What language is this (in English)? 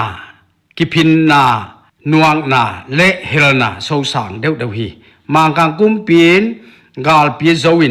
Paite Chin